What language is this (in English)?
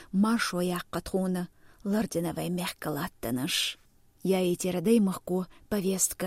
Chechen